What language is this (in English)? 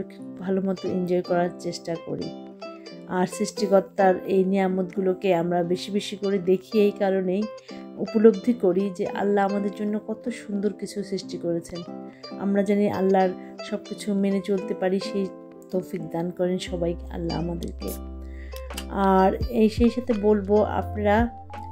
Bangla